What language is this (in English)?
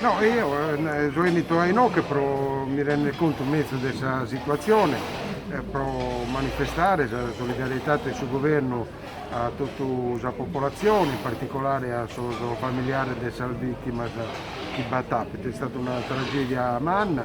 Sardinian